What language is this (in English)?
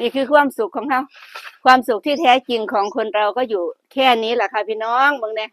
Northeastern Thai